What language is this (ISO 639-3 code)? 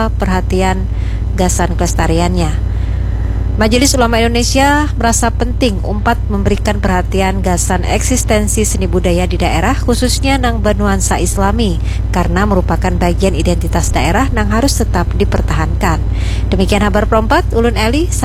bjn